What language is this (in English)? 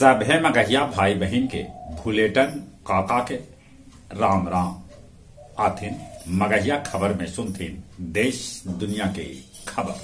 Magahi